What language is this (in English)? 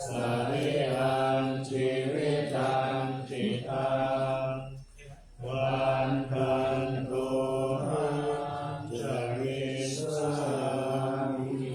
Pali